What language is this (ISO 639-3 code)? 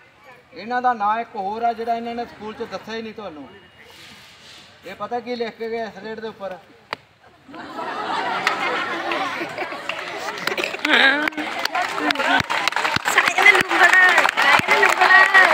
pan